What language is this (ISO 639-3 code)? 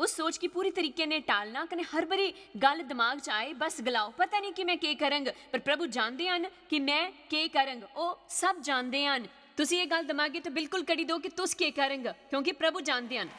doi